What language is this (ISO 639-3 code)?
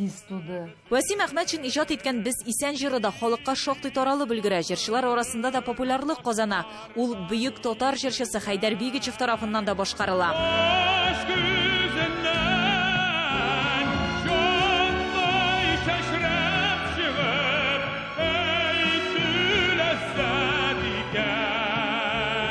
tat